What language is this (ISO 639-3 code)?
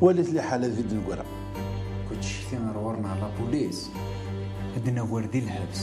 kab